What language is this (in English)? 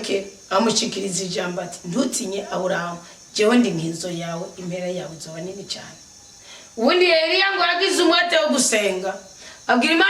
Rundi